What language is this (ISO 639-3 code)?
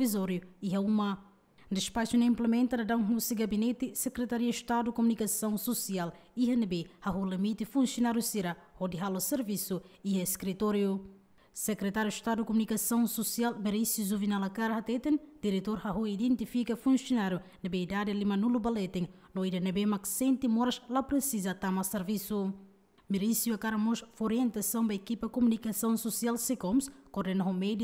tet